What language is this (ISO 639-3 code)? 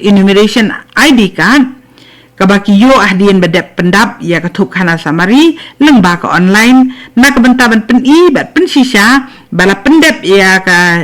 kha